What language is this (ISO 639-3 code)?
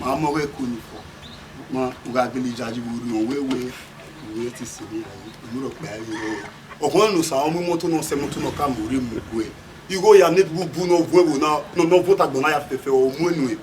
bin